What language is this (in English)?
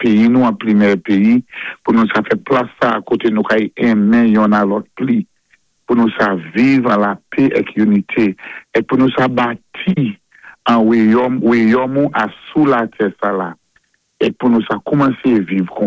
Saint Lucian Creole French